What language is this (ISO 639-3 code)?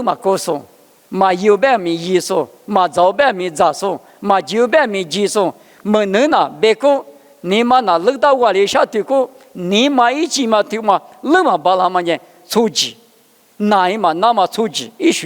lis